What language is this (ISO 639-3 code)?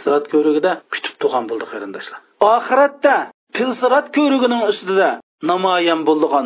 uig